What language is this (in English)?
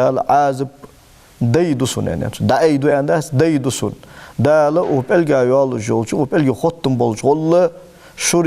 Ingush